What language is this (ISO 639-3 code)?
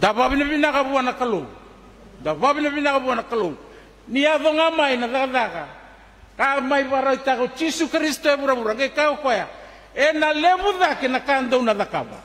fij